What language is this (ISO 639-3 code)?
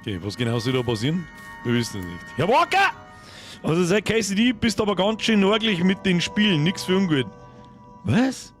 bar